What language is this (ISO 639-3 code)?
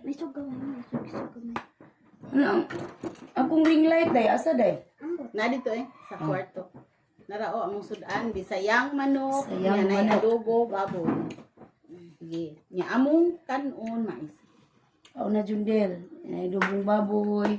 ceb